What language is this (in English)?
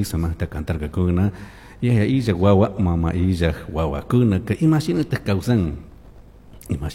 Chimborazo Highland Quichua